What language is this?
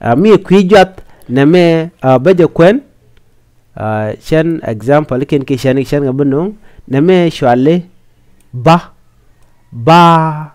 Nuer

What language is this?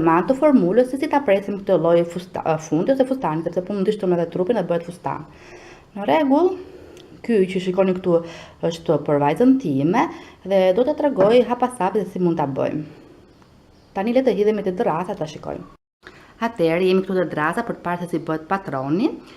Albanian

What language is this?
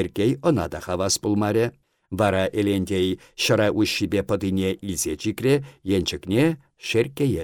Chuvash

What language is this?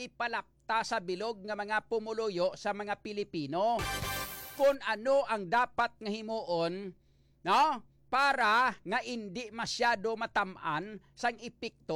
Hiligaynon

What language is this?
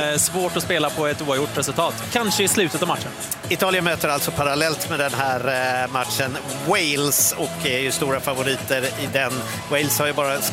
Swedish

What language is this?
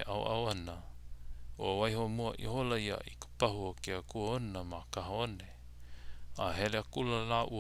Hawaiian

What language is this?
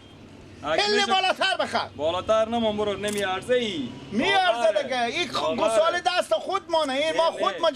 Persian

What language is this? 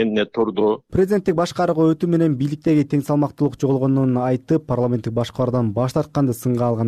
Kyrgyz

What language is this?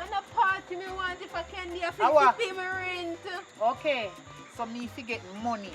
Jamaican Creole English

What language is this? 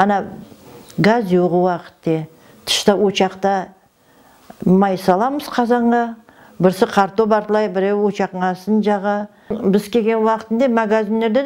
Crimean Tatar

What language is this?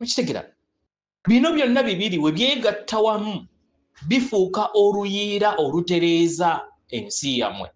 Ganda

